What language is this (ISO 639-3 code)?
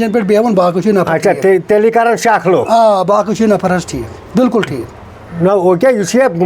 kas